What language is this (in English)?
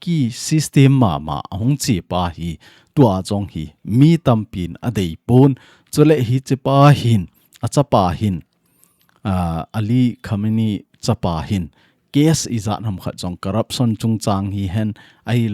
Thado Chin